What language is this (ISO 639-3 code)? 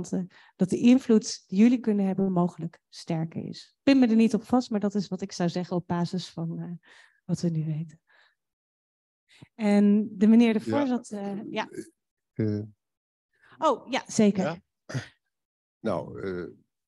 nld